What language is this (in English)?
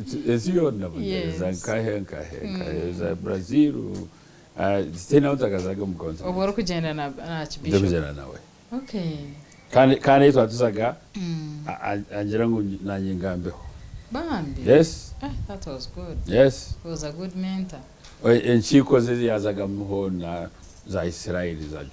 Nyankole